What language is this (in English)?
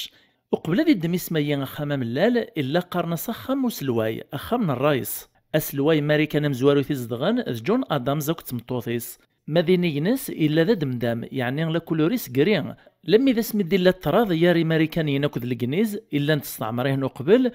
Kabyle